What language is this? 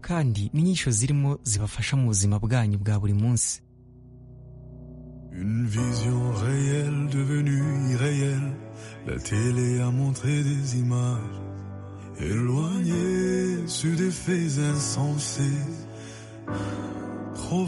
Kinyarwanda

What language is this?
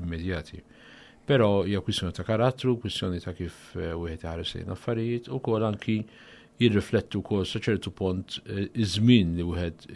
Maltese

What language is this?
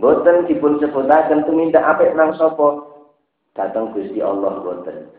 Javanese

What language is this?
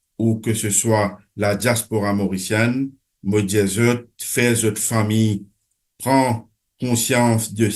Morisyen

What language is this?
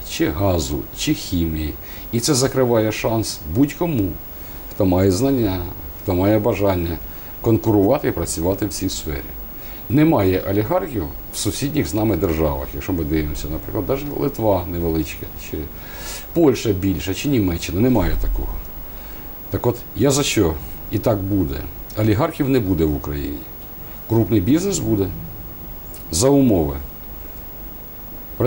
Ukrainian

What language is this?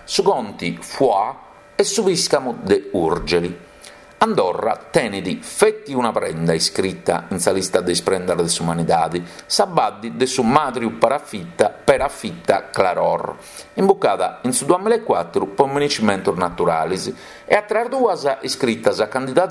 Sardinian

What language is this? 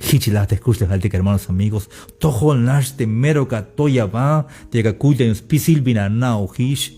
Tzeltal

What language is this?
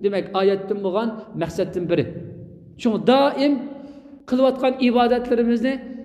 Uyghur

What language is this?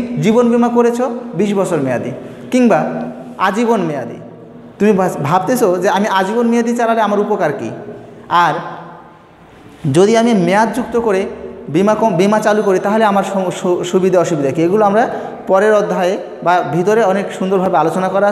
Bangla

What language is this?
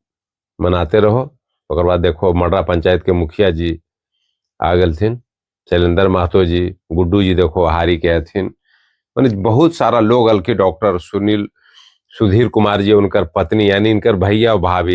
Magahi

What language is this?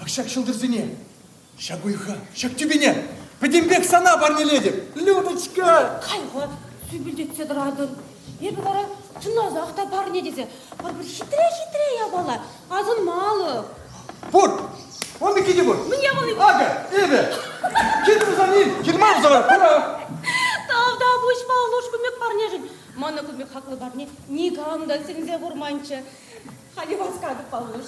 Chuvash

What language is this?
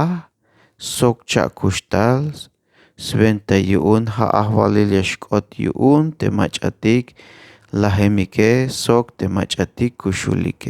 Tzeltal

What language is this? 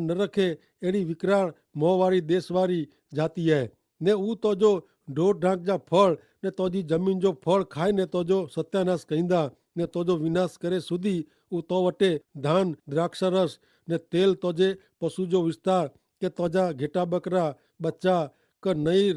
Kachhi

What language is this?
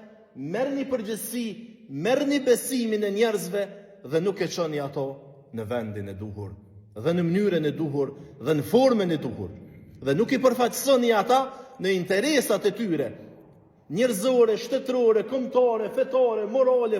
Albanian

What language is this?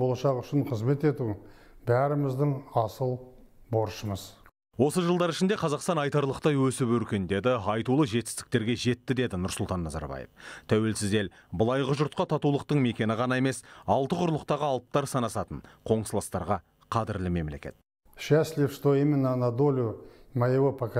Kazakh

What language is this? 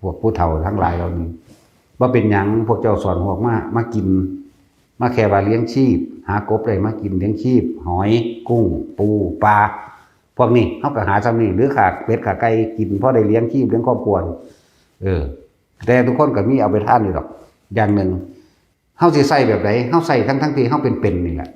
Lao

